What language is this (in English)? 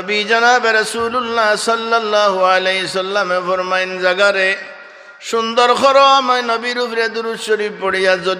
Sylheti